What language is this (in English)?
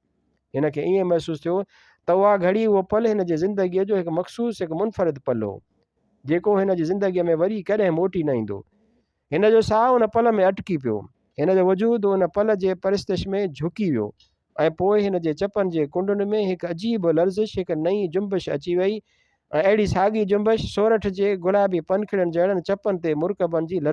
Sindhi